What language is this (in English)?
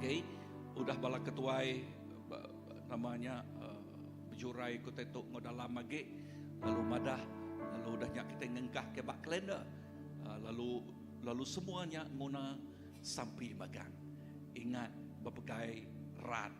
Iban